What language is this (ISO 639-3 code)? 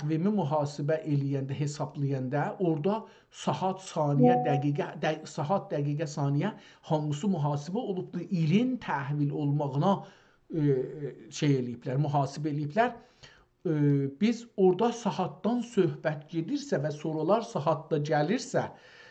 azb